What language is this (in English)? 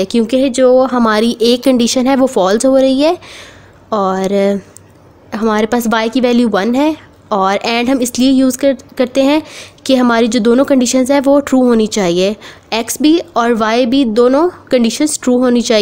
Hindi